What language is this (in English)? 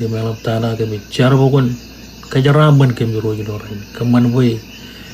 Marshallese